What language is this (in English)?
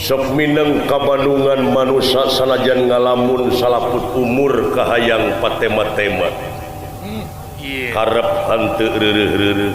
Sundanese